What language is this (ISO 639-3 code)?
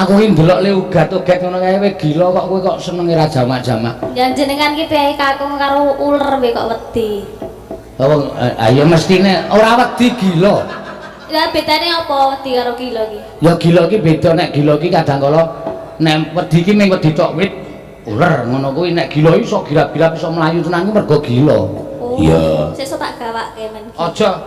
jav